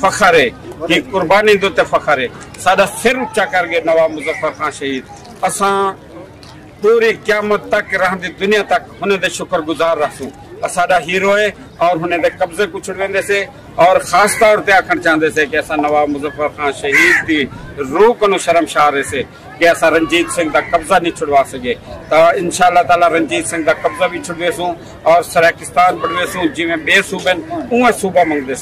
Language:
Saraiki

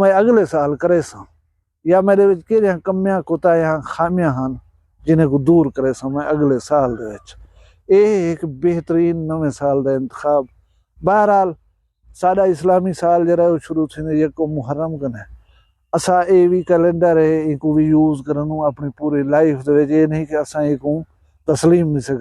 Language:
Saraiki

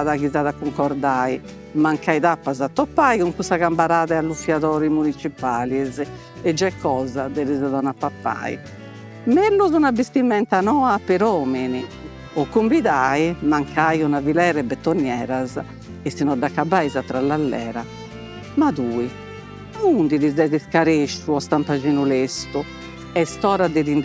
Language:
Sardinian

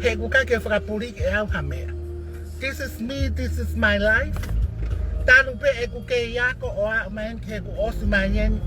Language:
Tongan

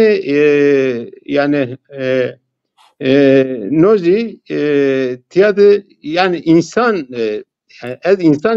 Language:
Zaza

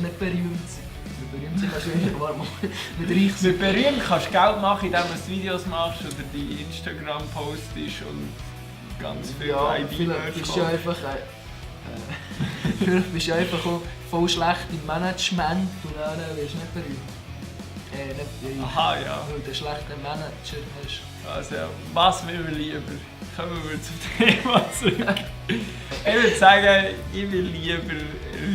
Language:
Swiss German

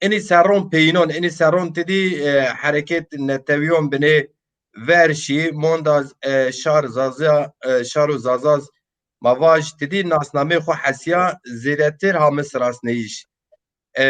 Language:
Zaza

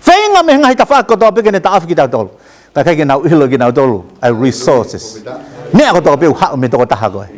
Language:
Tongan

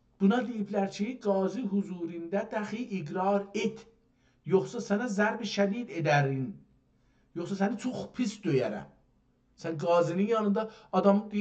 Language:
South Azerbaijani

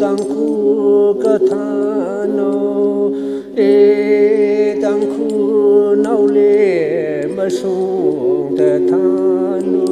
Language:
Tangkhul Naga (India)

